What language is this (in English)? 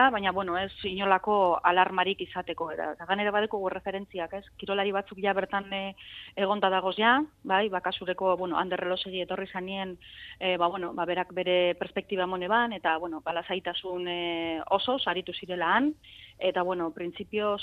Basque